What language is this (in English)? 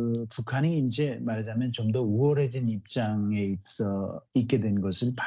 Korean